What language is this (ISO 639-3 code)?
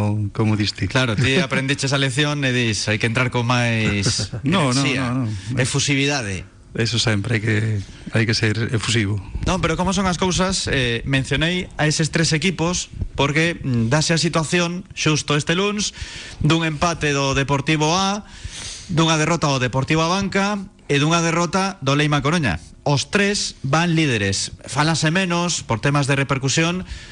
glg